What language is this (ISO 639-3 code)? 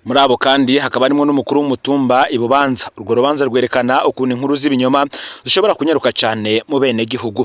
run